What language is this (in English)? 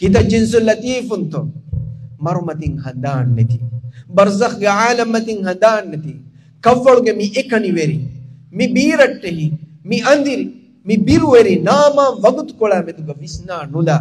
Divehi